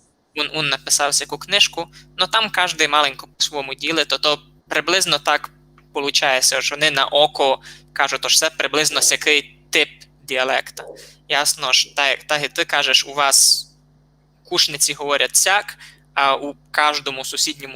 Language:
Rusyn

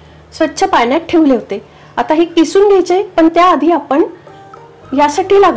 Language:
Marathi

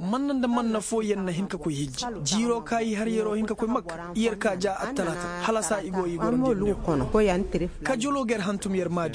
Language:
Koyraboro Senni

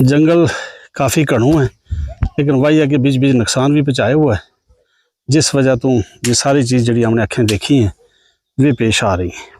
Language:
Gujari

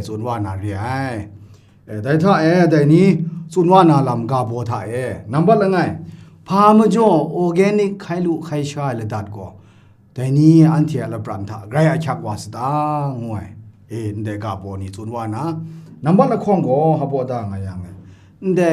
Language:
Kachin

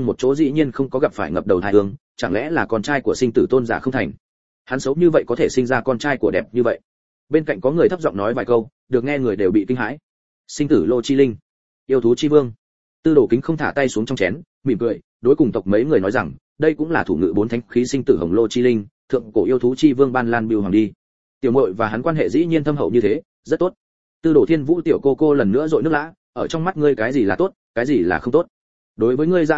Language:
Vietnamese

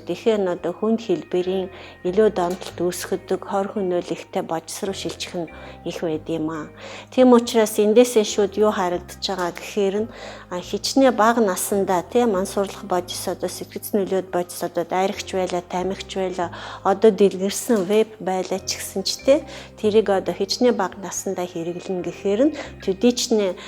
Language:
Mongolian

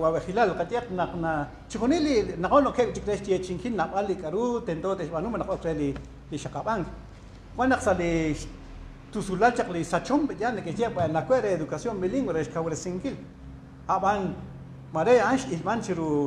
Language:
Kekchí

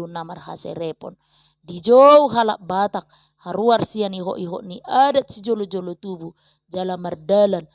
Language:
Batak Toba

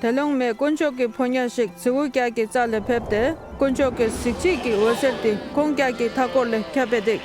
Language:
Dolpo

